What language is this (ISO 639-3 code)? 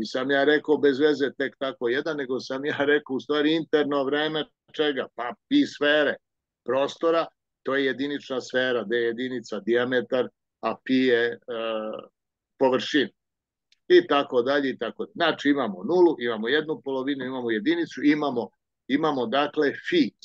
srp